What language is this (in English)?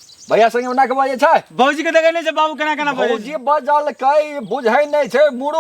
Maithili